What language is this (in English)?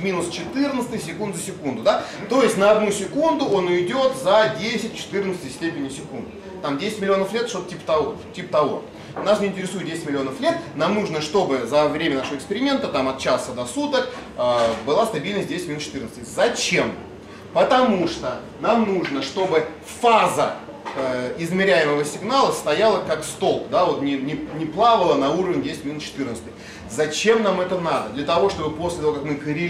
Russian